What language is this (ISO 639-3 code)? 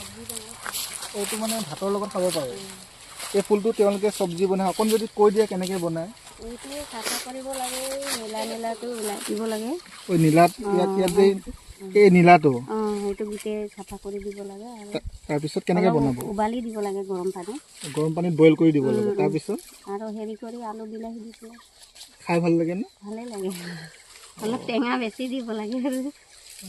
asm